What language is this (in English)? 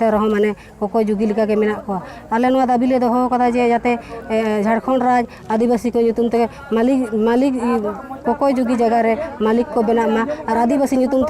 Santali